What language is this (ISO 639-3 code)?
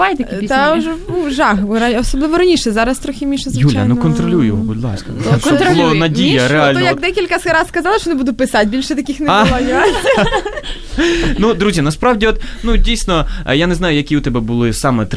ukr